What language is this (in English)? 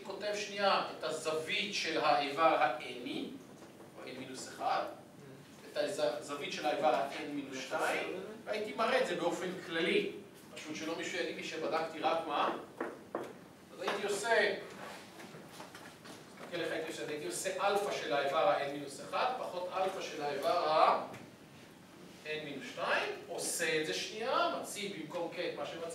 Hebrew